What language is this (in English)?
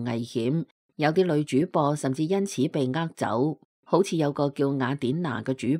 Cantonese